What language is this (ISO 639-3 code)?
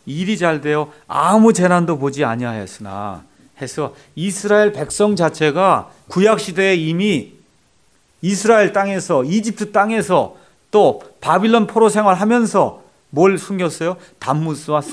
kor